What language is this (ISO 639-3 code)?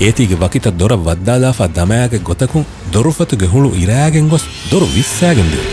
div